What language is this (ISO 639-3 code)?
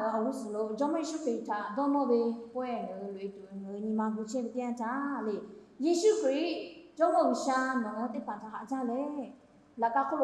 lhu